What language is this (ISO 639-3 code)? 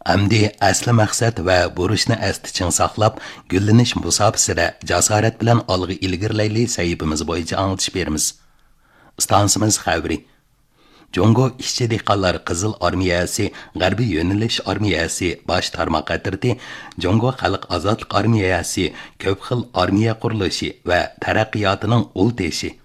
uig